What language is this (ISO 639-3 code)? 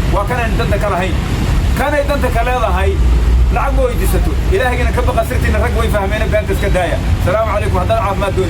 som